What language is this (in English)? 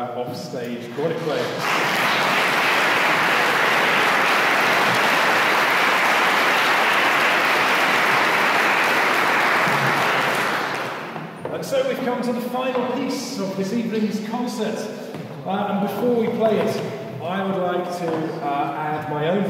English